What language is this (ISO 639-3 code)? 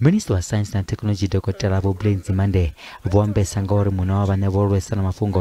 ven